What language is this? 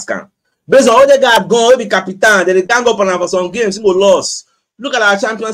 Nigerian Pidgin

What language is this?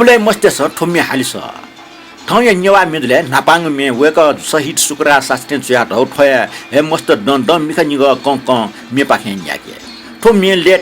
Newari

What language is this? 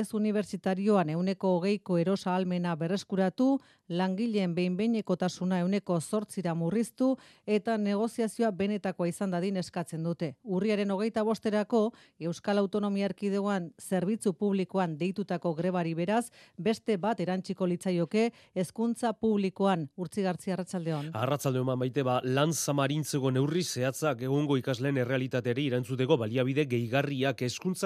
Basque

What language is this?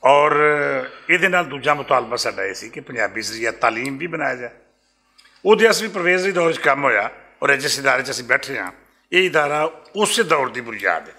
Western Panjabi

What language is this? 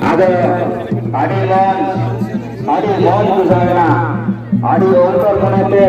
Santali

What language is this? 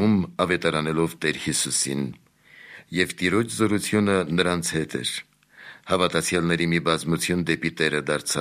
Armenian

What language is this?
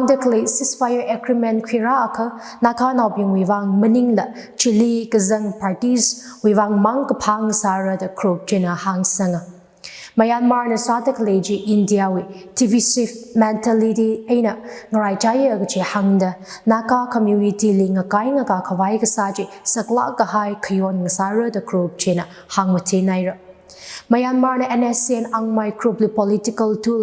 Tangkhul Naga (India)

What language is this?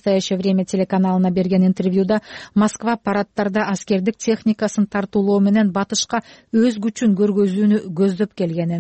Kyrgyz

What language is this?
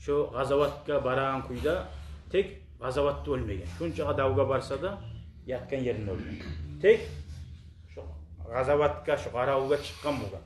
Kumyk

